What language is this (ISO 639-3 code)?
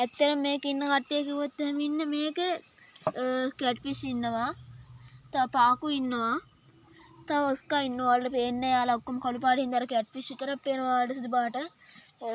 sin